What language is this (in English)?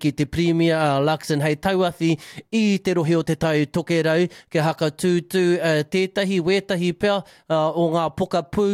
Māori